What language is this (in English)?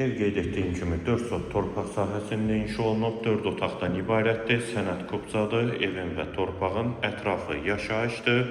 Azerbaijani